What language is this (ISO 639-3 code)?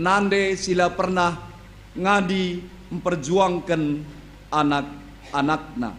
btx